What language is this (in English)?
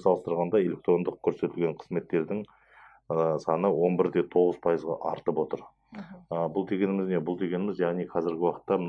Kazakh